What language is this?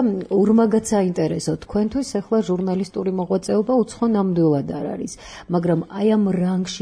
Georgian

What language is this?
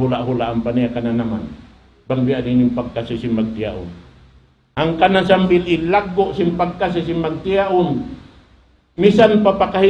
Tausug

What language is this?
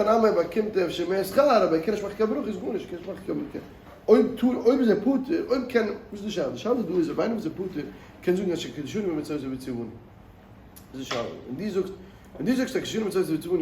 Yiddish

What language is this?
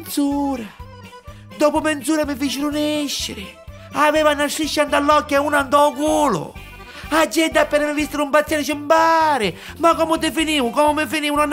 Neapolitan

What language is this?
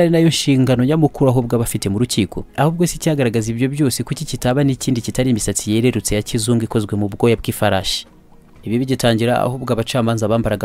Kinyarwanda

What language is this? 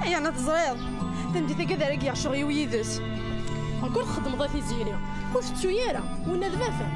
Kabyle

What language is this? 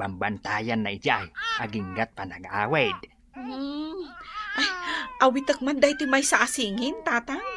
Iloko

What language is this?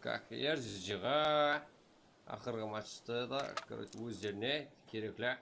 Kara-Kalpak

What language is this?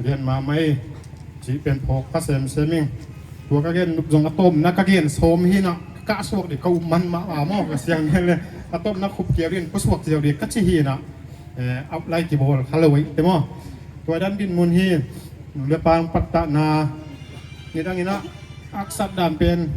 Tedim Chin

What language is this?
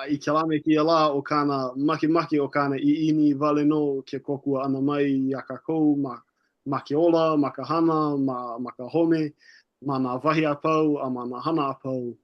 Hawaiian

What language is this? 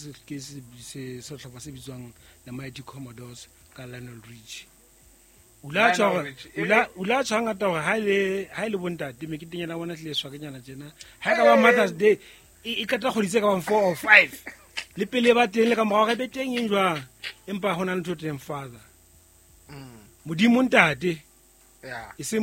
Southern Sotho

